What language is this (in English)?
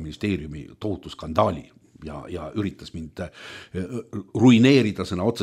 Estonian